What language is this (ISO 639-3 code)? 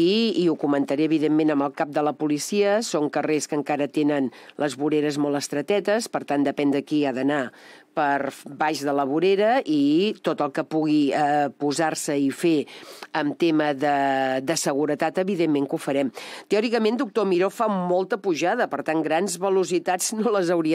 cat